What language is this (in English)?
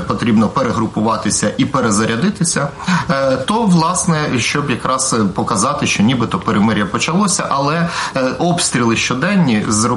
Ukrainian